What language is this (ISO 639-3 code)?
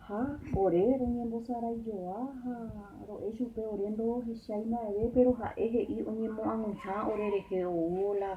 grn